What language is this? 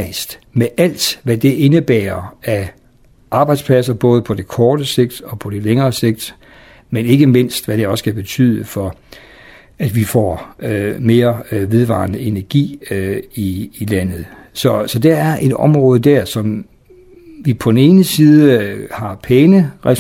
Danish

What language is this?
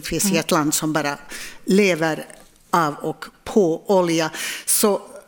Swedish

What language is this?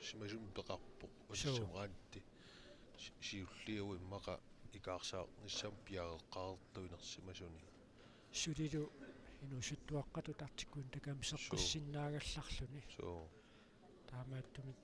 Kalaallisut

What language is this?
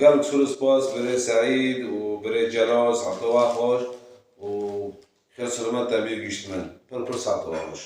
Kurdish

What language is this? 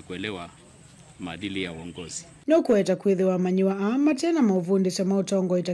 Kamba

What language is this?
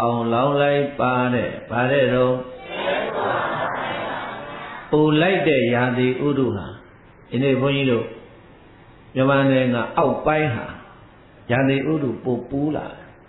Burmese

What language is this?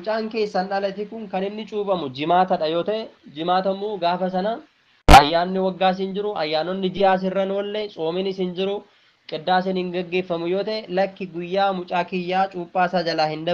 Oromo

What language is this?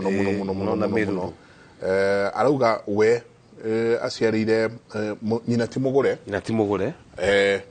Kikuyu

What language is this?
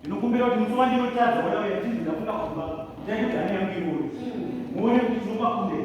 Shona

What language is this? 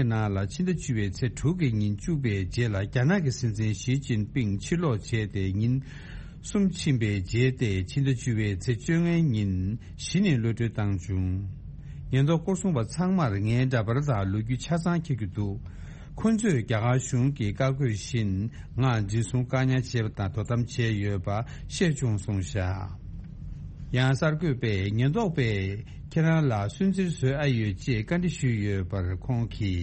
Tibetan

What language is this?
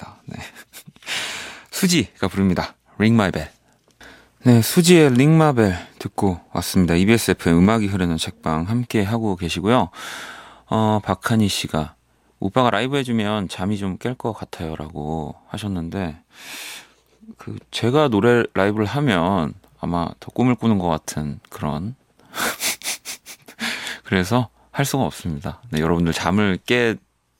Korean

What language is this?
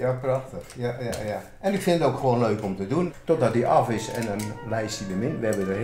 Western Frisian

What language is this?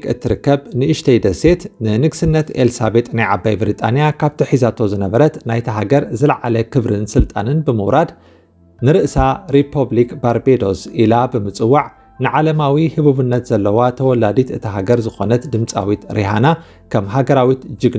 Tigrinya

